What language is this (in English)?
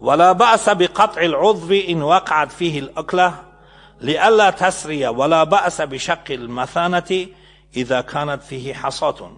Tajik